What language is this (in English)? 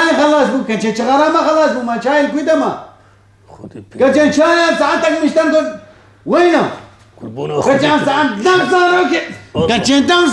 Kurdish